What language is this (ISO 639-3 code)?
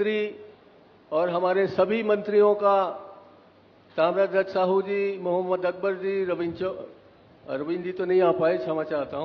hin